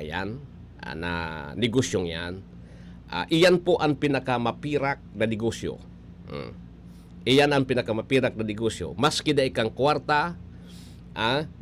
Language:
Bikol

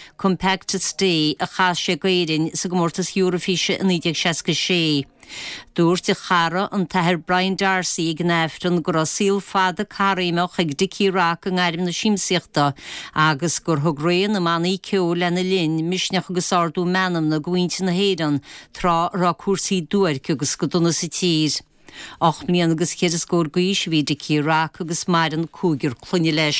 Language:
Irish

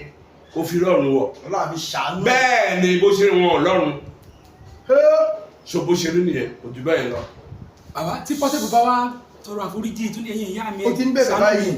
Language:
Yoruba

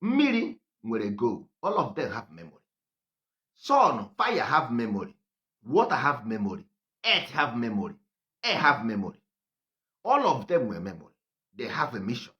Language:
Igbo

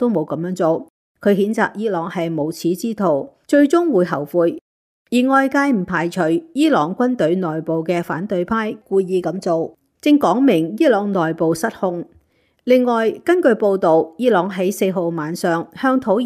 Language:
Cantonese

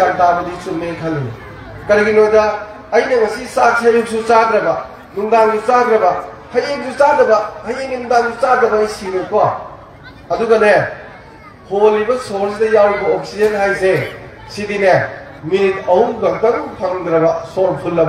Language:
Manipuri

